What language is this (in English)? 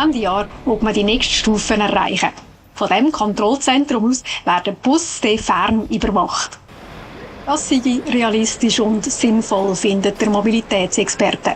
Swiss German